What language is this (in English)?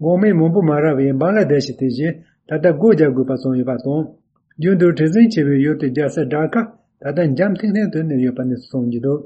Tibetan